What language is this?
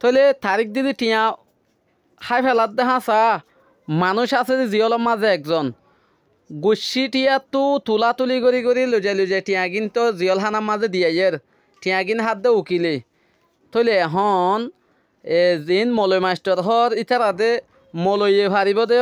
Rohingya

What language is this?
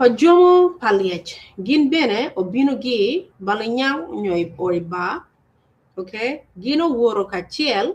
Acoli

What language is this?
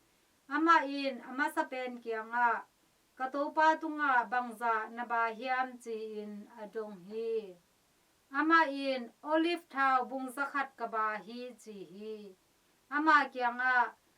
Tedim Chin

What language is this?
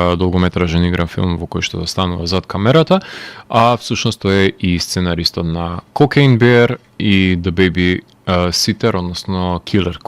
Macedonian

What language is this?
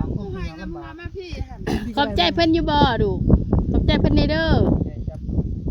Northeastern Thai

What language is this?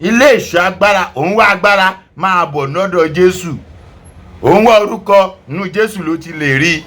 Yoruba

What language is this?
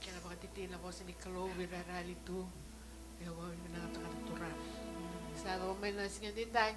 Fijian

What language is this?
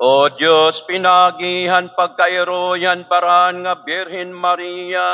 Waray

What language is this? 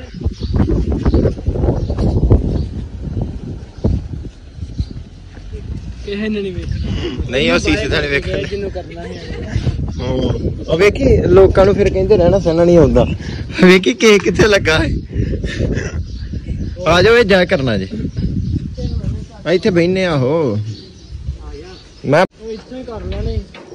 Punjabi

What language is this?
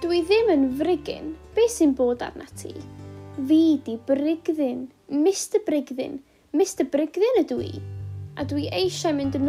Welsh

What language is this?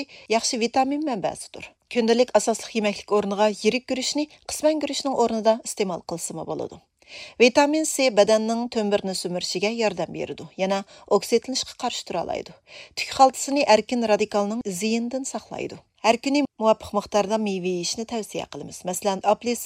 Uyghur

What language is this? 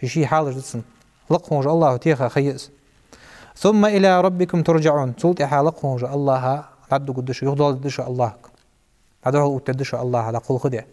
Ingush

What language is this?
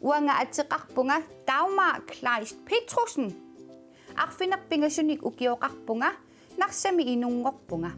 Kalaallisut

